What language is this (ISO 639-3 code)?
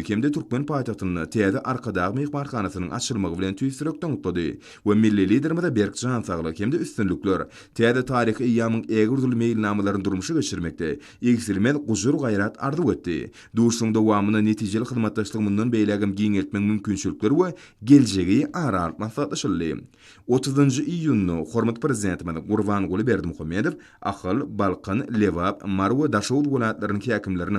tuk